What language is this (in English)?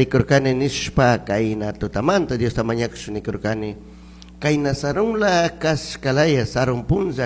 Chimborazo Highland Quichua